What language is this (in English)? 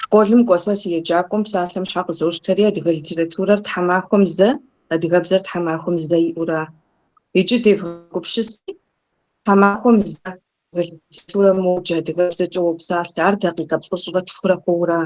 Kabardian